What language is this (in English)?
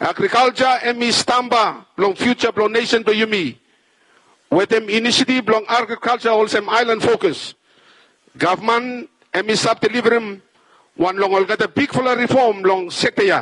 Bislama